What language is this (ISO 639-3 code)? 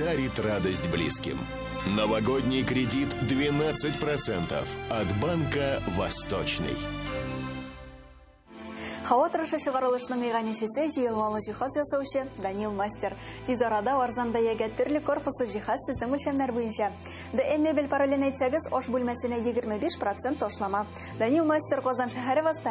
tat